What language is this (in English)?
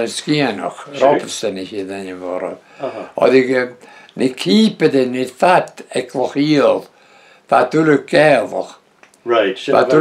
Breton